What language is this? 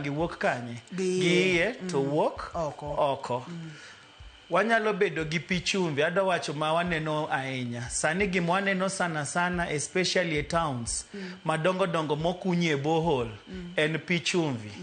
Luo (Kenya and Tanzania)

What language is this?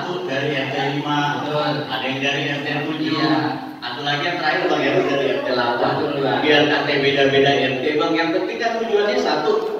Betawi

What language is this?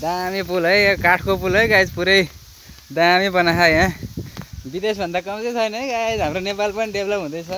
Nepali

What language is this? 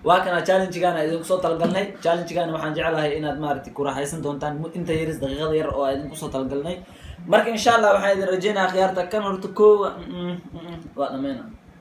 Somali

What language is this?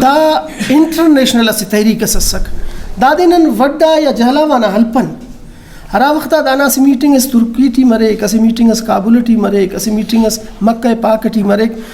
Brahui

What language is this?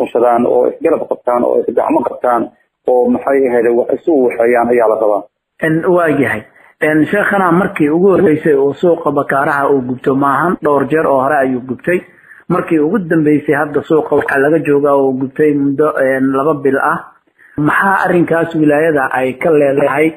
Somali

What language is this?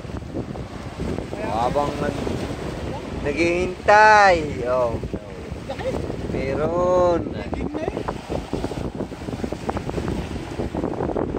Filipino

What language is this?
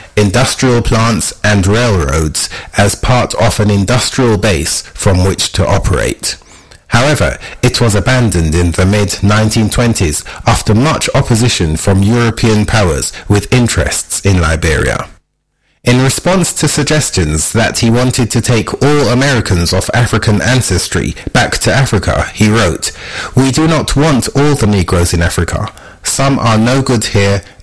English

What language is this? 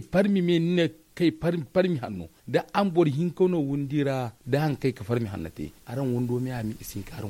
Zarma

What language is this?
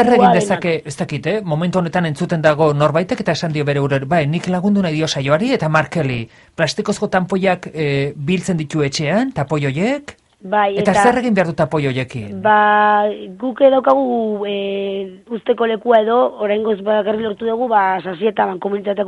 Basque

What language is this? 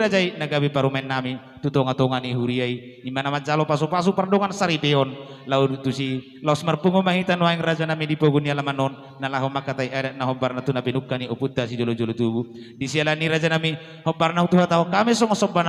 Batak Toba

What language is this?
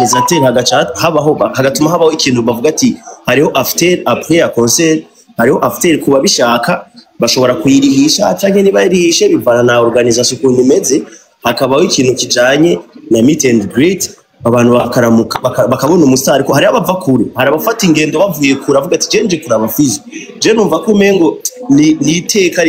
Rundi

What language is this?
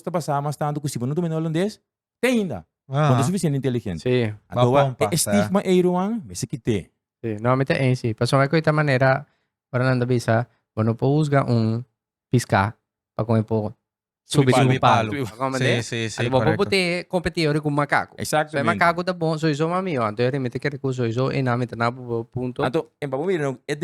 Papiamento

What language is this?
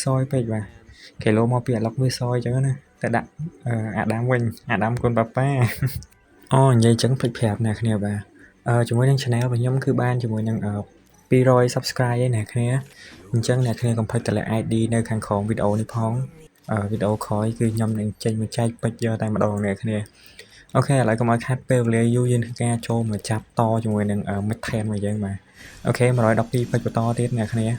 Khmer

